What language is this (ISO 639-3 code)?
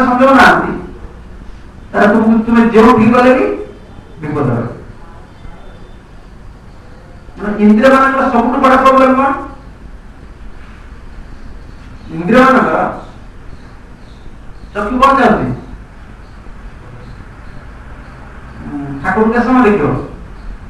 ori